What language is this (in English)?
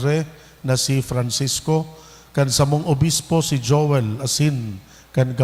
Bikol